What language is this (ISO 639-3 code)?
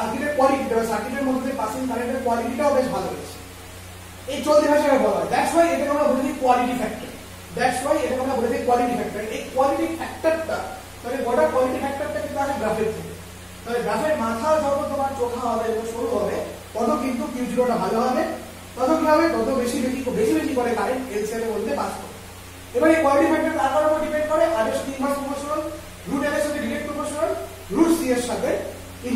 ben